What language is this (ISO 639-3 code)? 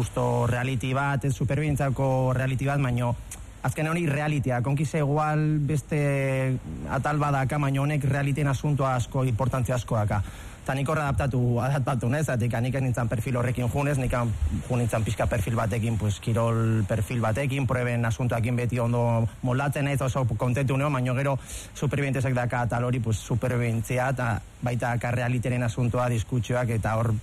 eus